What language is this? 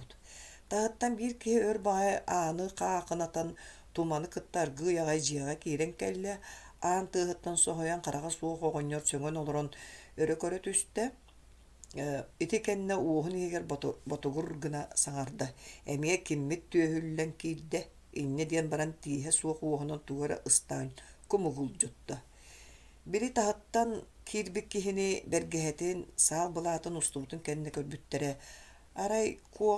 Yakut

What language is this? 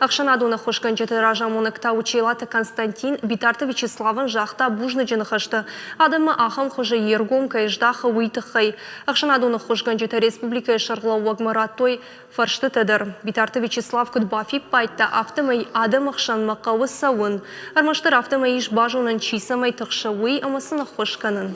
Ossetic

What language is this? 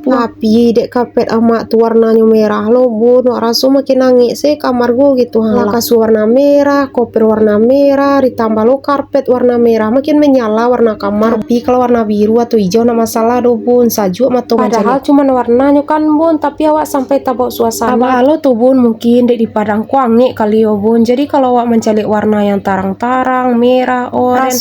Minangkabau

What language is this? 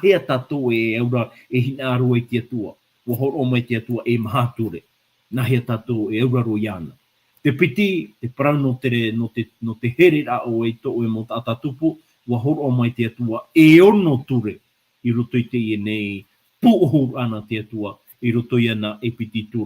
Tahitian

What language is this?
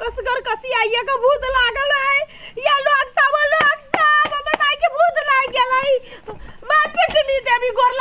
Maithili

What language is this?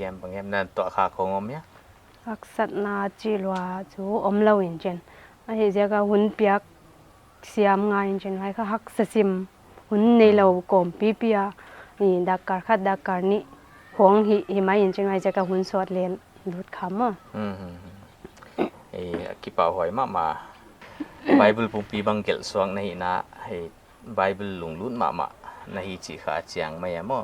Paite Chin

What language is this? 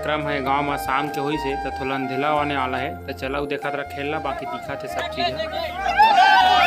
Chhattisgarhi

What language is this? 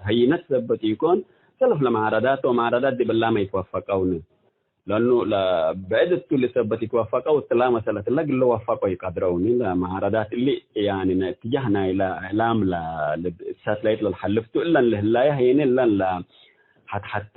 Tigre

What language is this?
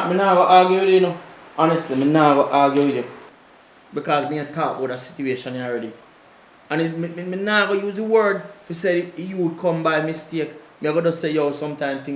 Jamaican Creole English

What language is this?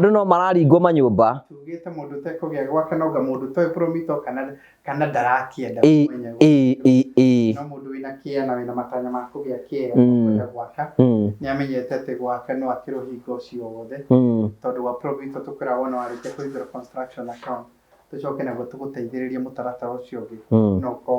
Kikuyu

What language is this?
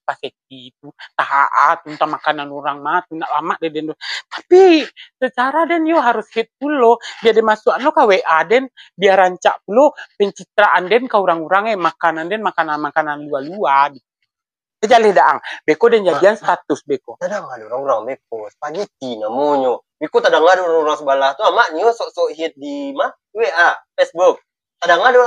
Minangkabau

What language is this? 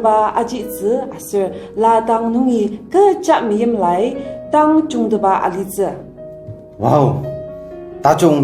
Ao Naga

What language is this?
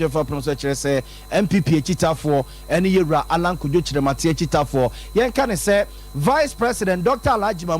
Akan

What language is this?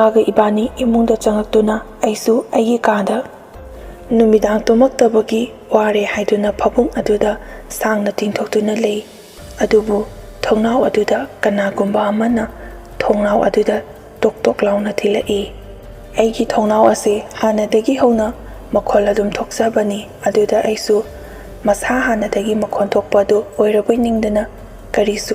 Manipuri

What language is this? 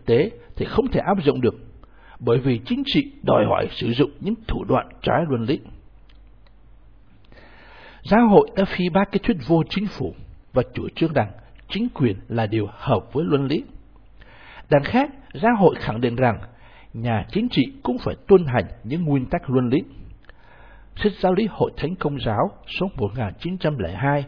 Vietnamese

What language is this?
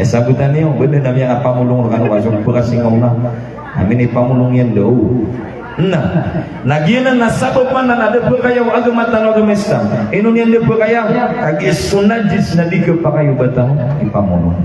Maranao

